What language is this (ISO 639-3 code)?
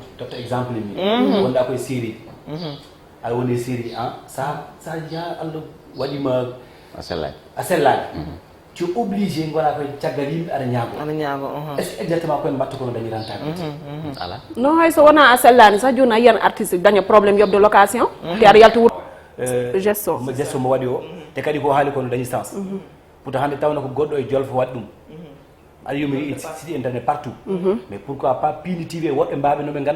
ful